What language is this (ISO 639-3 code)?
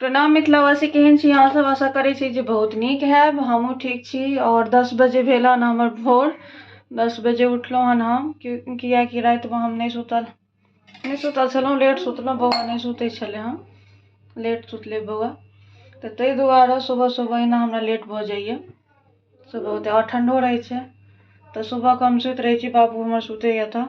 mai